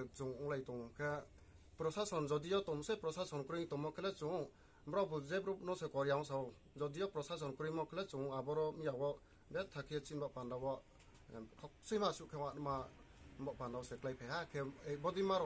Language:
Riang (India)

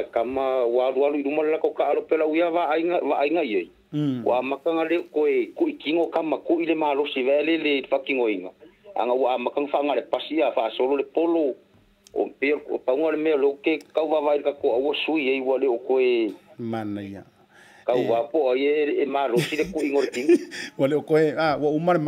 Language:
Samoan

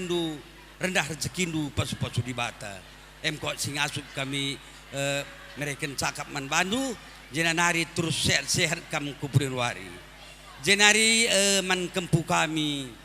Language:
Batak Karo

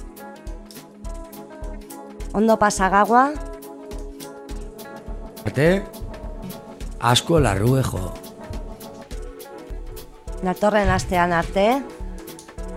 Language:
Basque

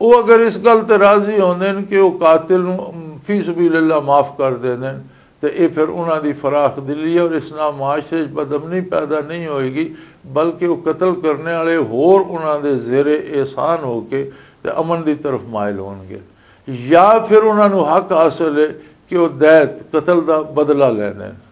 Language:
Western Panjabi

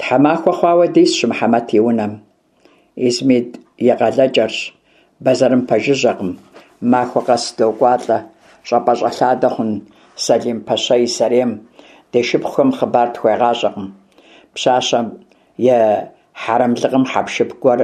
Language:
Kabardian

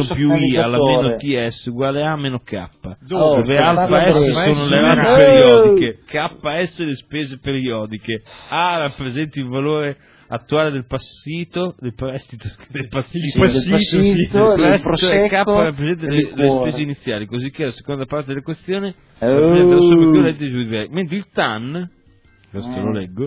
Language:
Italian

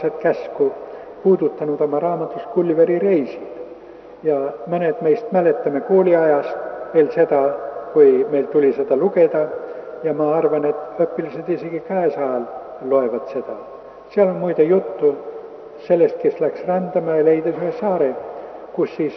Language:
Estonian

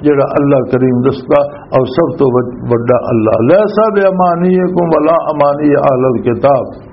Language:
Western Panjabi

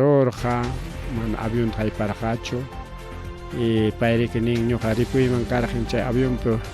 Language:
Ayacucho Quechua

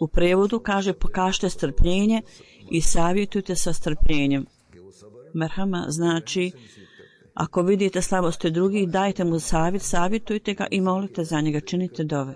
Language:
Bosnian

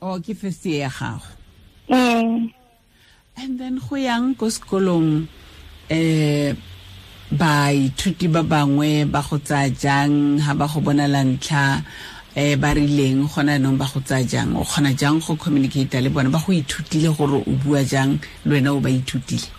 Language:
Tswana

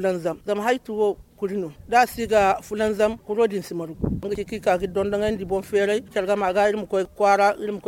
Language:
Zarma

